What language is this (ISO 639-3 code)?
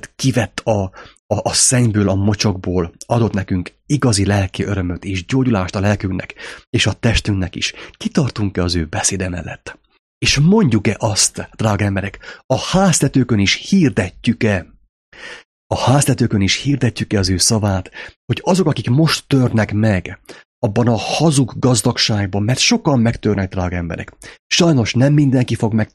hun